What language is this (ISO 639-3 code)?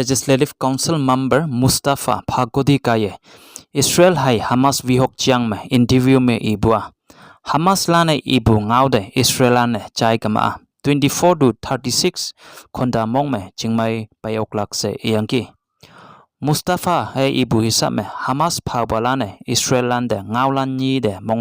nbe